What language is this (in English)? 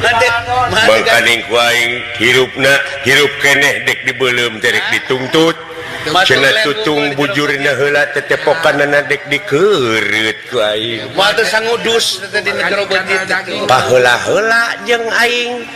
Sundanese